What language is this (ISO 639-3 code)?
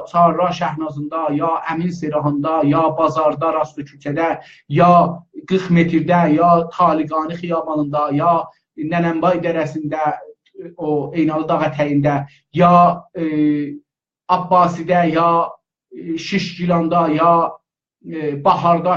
azb